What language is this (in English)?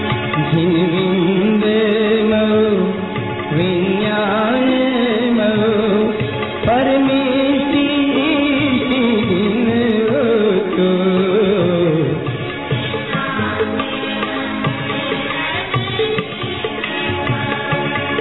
Hindi